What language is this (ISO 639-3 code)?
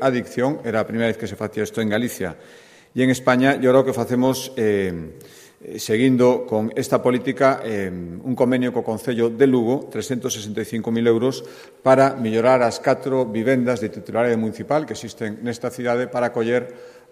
glg